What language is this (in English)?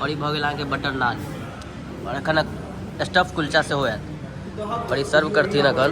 Maithili